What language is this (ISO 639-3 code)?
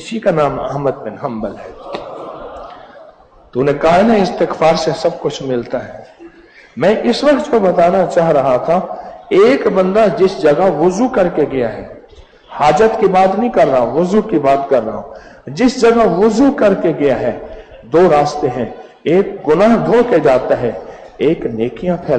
urd